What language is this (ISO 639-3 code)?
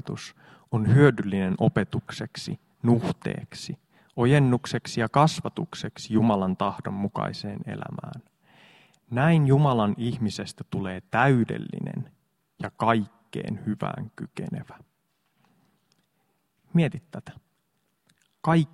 fin